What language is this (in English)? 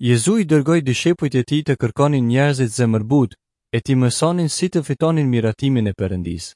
Albanian